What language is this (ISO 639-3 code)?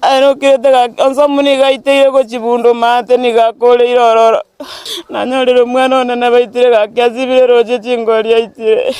guz